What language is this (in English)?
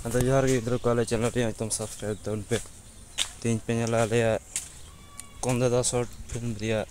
Santali